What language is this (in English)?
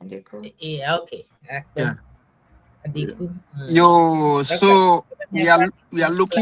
Ewe